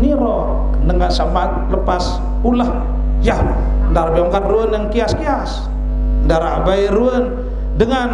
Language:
Sasak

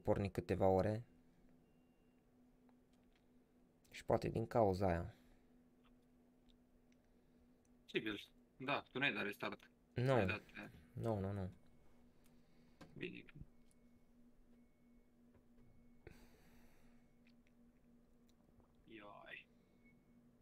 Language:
Romanian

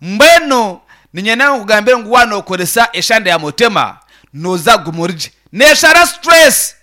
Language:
Nyankole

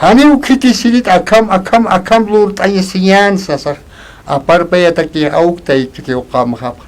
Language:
Aymara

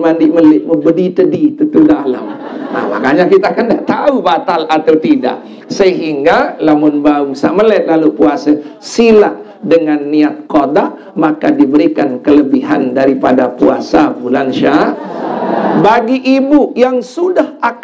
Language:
Sasak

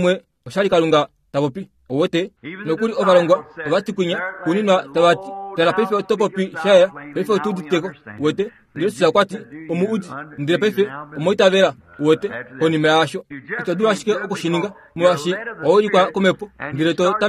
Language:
Kuanyama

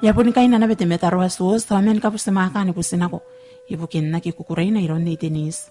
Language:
Gilbertese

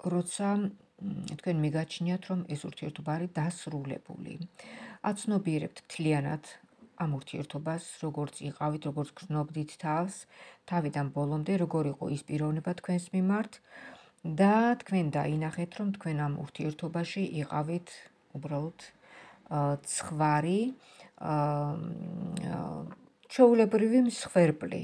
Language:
Georgian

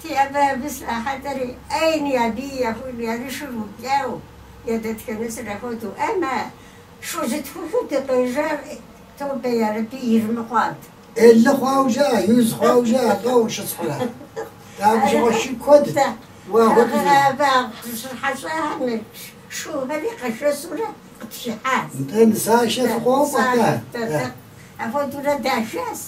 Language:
Kabardian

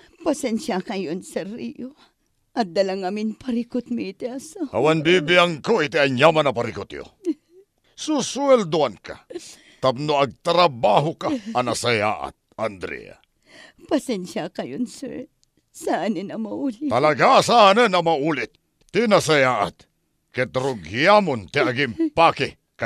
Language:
Iloko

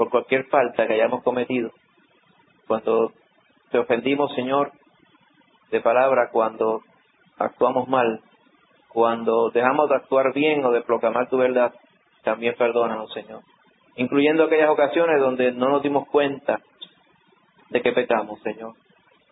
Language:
Spanish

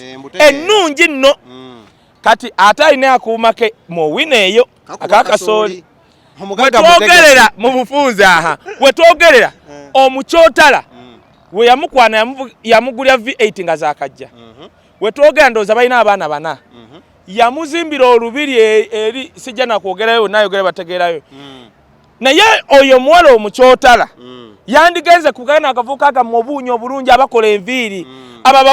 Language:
Ganda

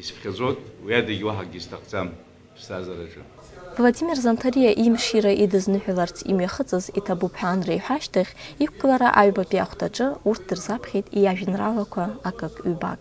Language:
Abkhazian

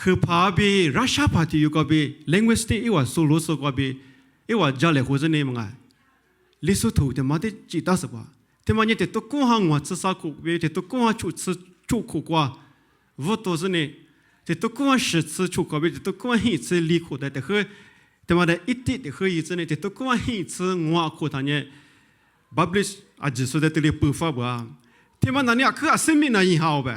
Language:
Lisu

